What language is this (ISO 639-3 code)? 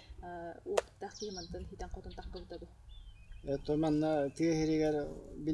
sah